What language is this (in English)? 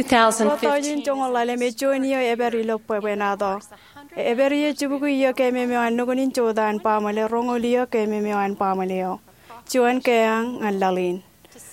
Marshallese